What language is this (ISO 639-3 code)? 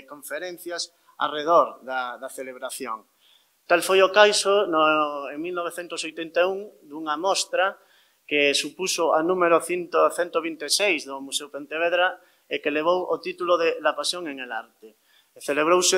glg